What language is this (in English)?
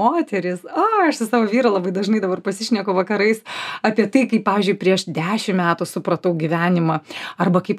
Lithuanian